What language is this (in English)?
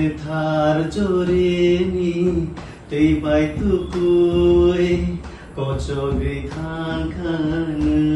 Kok Borok